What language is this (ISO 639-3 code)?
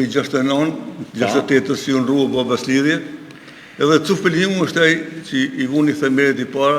sqi